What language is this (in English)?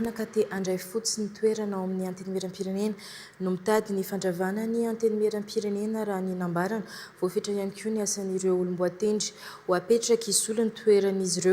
Malagasy